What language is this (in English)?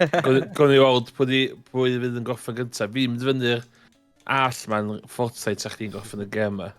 Welsh